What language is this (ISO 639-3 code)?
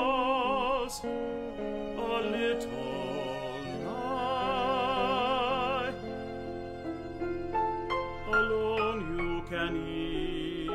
eng